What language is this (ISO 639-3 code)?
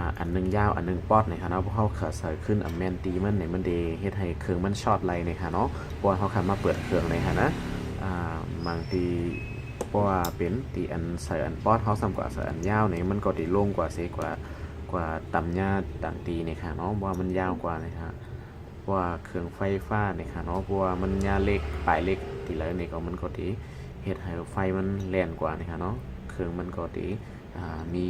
shn